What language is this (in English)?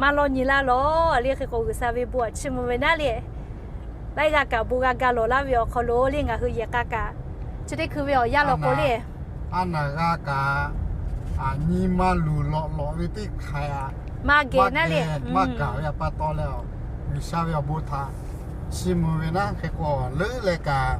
Lahu